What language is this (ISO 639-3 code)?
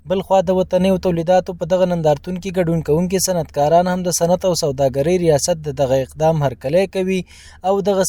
pus